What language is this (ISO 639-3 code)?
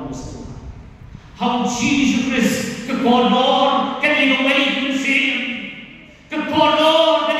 kha